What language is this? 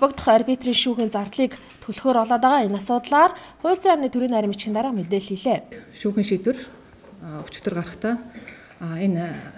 Mongolian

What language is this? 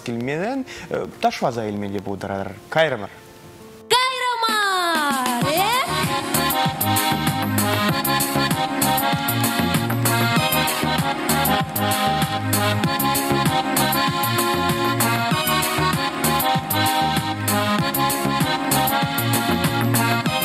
Chuvash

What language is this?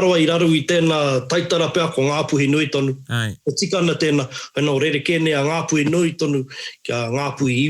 Māori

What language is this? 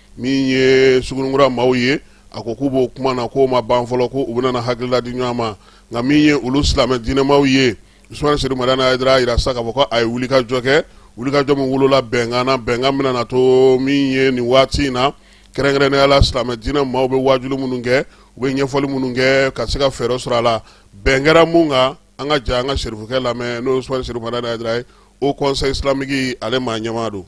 Bambara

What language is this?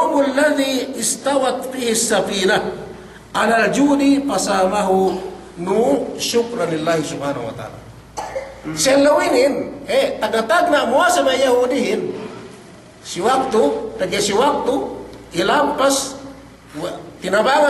Yakan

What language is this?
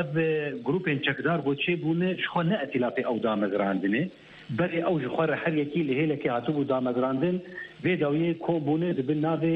Kurdish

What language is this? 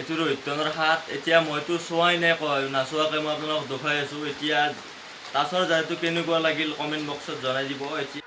Assamese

